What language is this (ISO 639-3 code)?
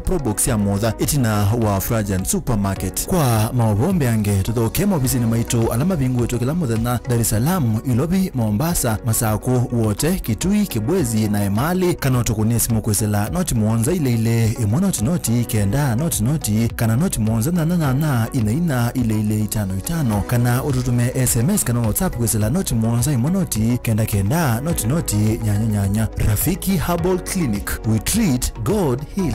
kam